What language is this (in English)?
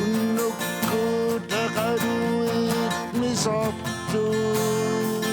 Kalaallisut